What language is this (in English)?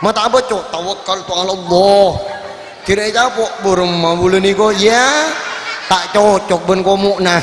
Madurese